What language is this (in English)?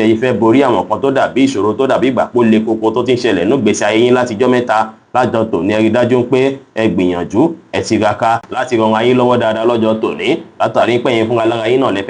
Yoruba